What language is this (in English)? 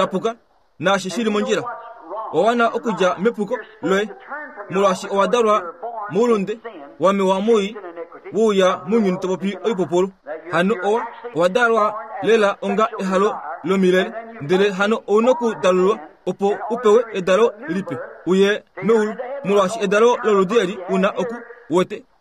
Kuanyama